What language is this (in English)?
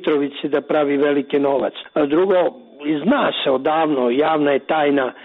Serbian